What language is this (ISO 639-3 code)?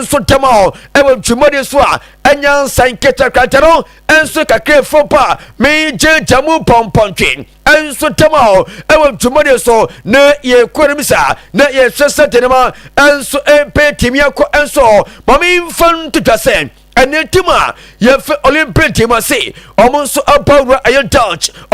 aka